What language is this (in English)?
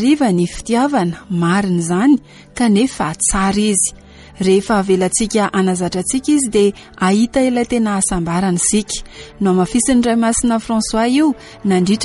Malagasy